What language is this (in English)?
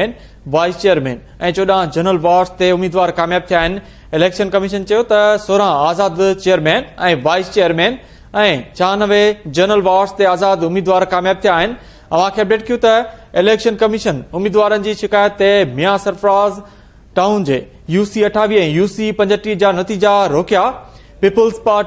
Sindhi